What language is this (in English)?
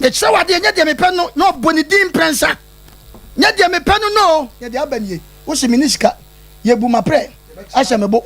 Akan